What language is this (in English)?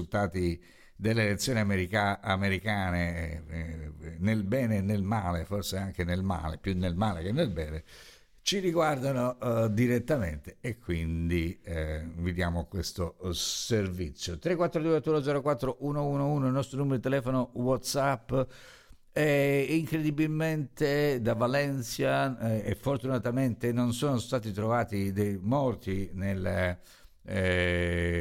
Italian